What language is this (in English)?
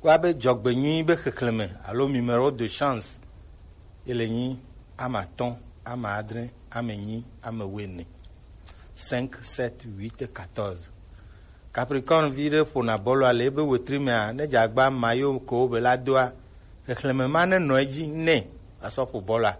Gen